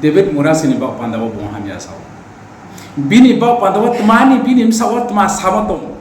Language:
Riang (India)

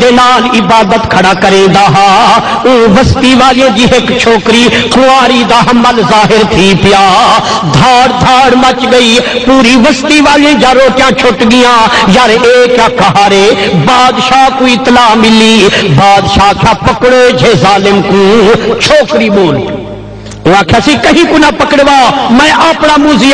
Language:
Saraiki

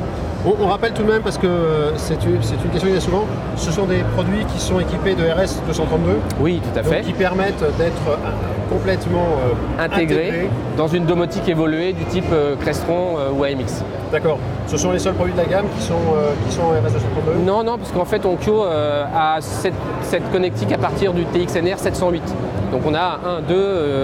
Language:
French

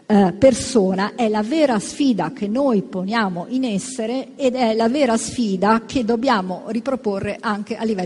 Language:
Italian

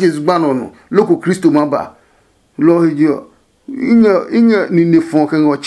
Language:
Adangme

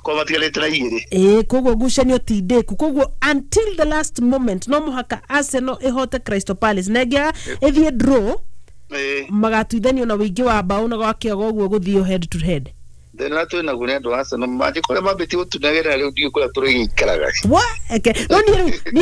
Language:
Kikuyu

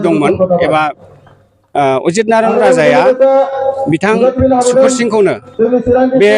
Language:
Bodo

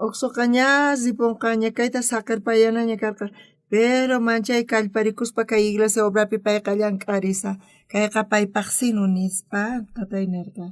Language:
South Bolivian Quechua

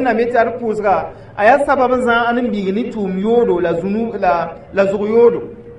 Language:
Mossi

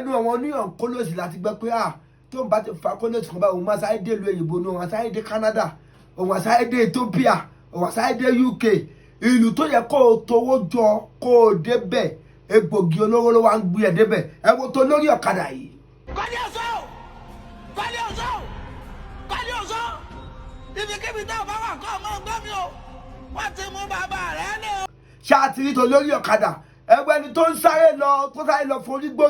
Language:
Yoruba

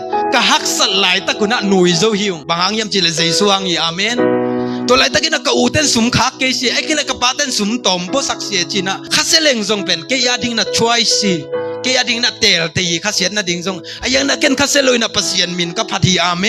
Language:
Tedim Chin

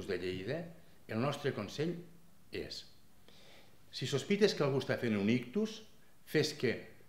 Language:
Catalan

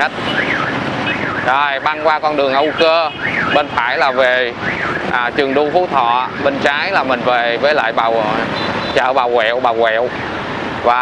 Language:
Vietnamese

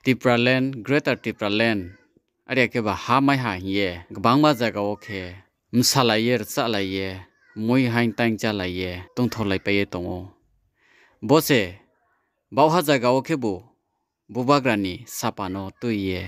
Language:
Riang (India)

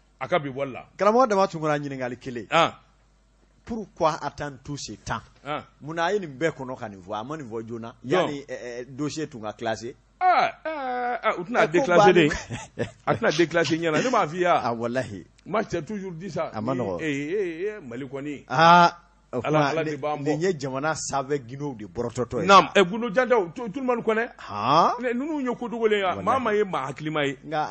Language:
Bambara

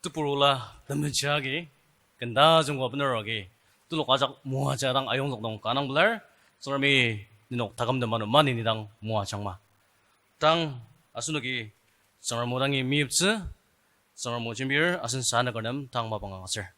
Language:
Ao Naga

